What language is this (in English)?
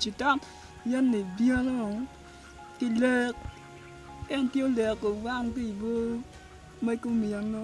Acoli